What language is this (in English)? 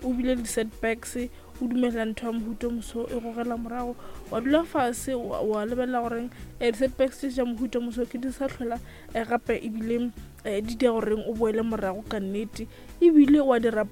Northern Sotho